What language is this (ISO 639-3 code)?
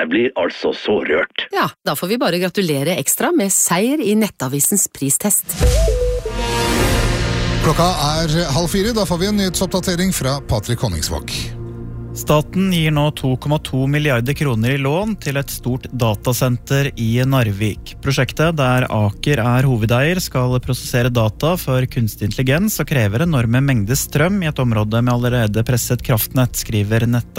nor